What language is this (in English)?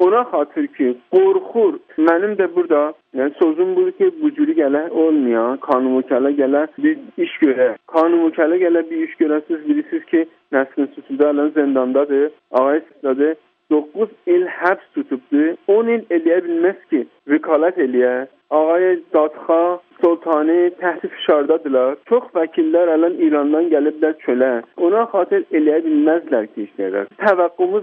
South Azerbaijani